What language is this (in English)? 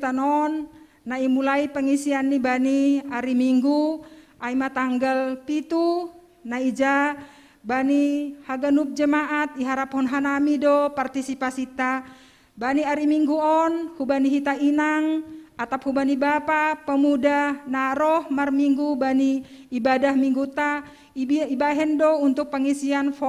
Batak Simalungun